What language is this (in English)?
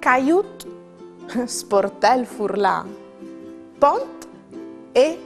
Friulian